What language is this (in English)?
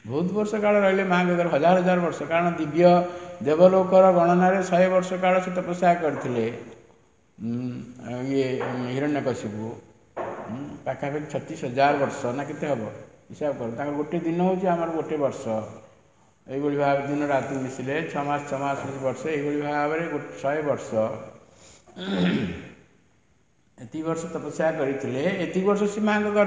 Odia